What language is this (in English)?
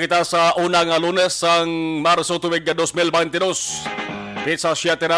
Hiligaynon